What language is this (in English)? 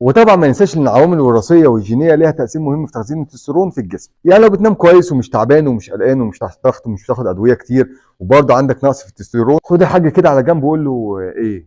Egyptian Arabic